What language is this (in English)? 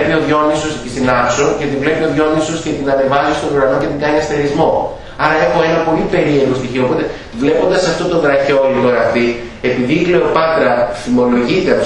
Greek